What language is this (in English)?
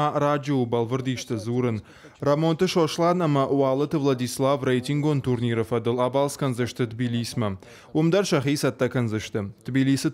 Ossetic